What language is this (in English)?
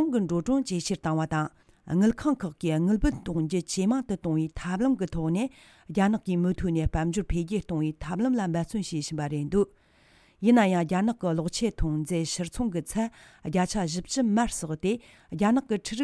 Tibetan